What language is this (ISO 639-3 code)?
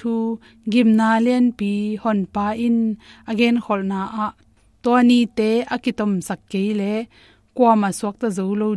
ctd